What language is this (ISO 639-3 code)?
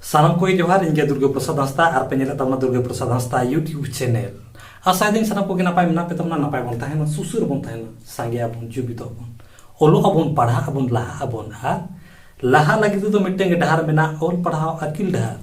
sat